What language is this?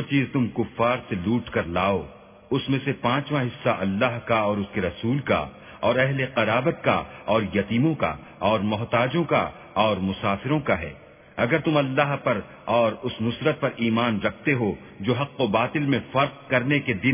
Urdu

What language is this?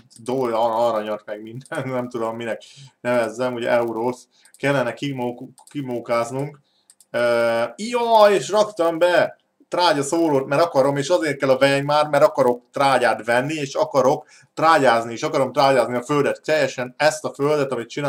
Hungarian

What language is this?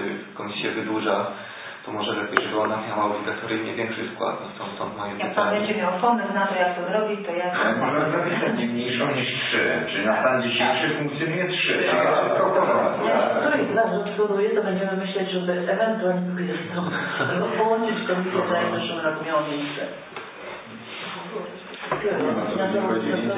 Polish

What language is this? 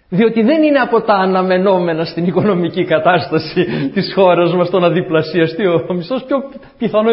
Greek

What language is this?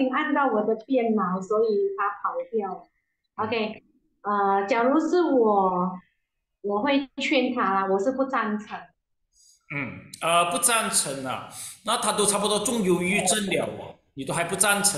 Chinese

